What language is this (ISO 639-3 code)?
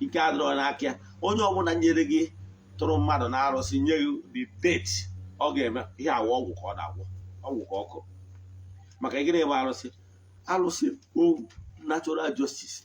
ibo